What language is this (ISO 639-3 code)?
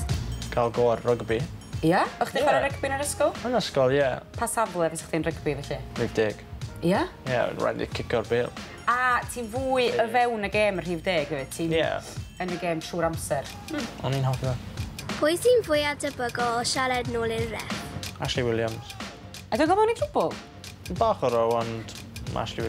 cym